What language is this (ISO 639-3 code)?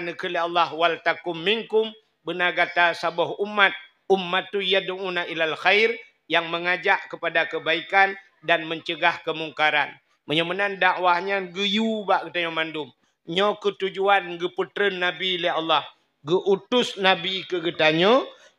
ace